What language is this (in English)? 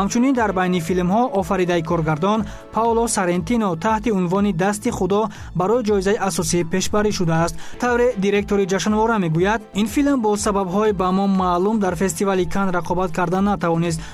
Tajik